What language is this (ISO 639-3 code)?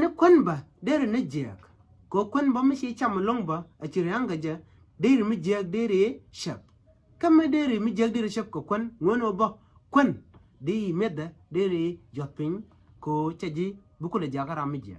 nus